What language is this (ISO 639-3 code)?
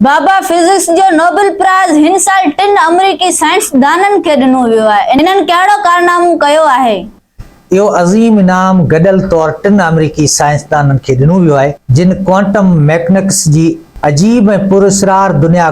snd